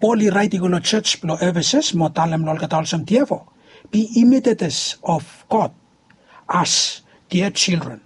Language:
Bislama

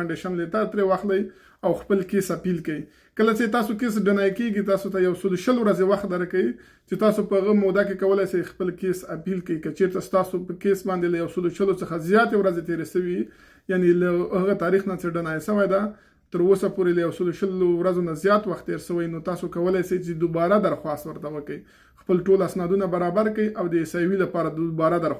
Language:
Pashto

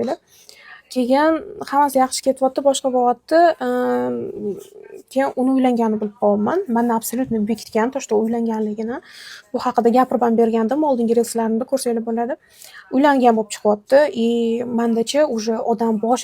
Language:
Uzbek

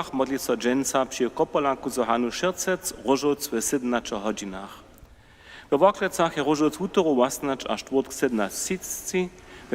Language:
Upper Sorbian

